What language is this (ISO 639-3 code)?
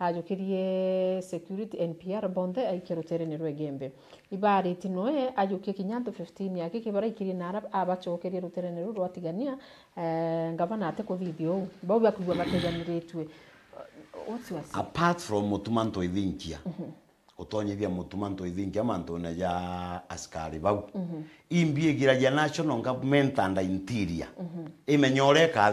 mer